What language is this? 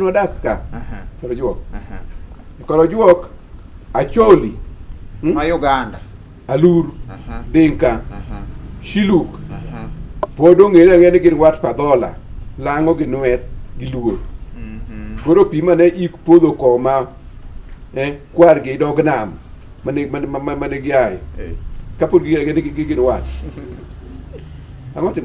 Luo (Kenya and Tanzania)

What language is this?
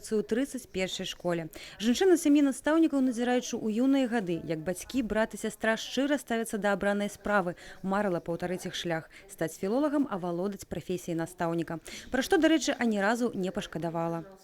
Belarusian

